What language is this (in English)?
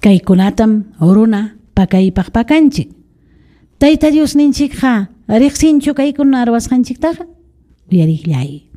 Ayacucho Quechua